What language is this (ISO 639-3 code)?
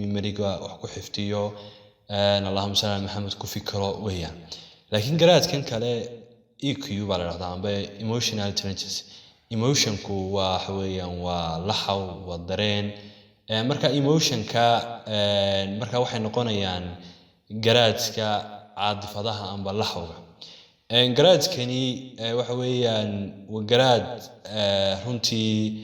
som